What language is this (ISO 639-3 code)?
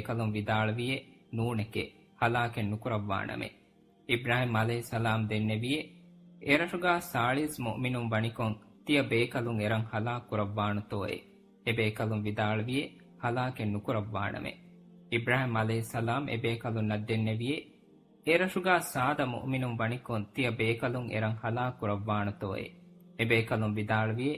div